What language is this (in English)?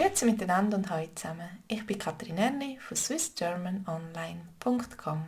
Swiss German